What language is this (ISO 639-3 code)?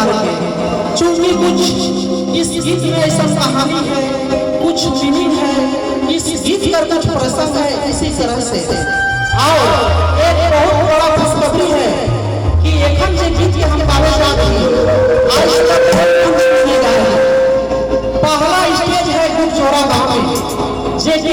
sck